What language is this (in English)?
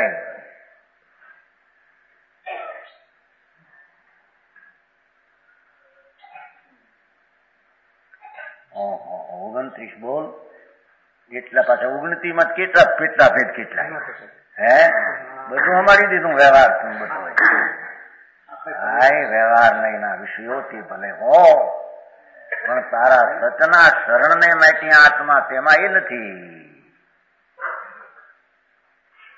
Gujarati